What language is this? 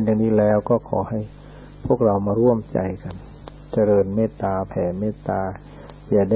Thai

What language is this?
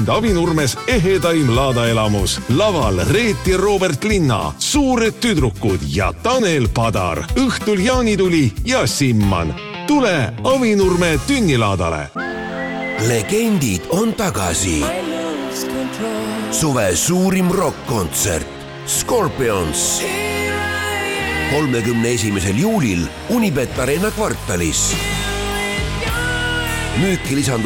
Estonian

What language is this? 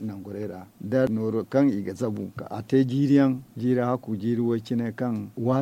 Zarma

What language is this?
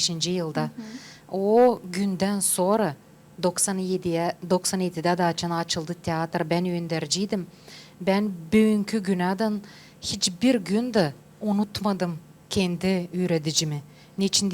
Gagauz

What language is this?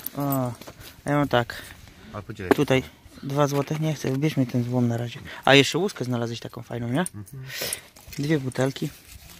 Polish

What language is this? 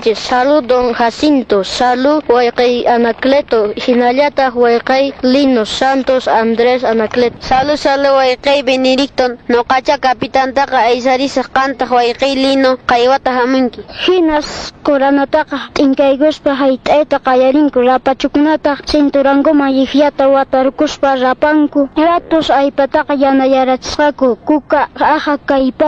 Quechua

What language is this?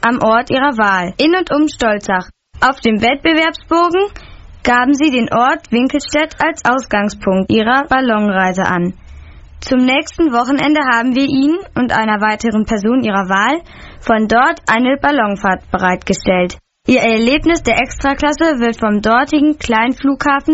German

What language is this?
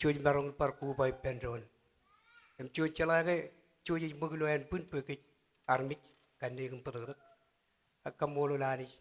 Marshallese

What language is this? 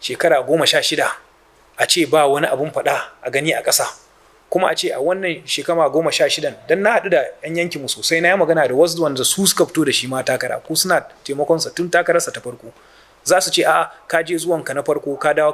Hausa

